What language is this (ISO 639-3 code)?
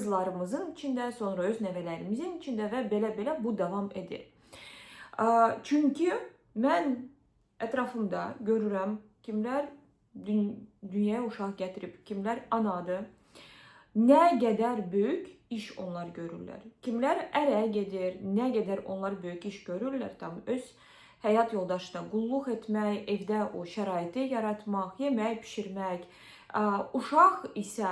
aze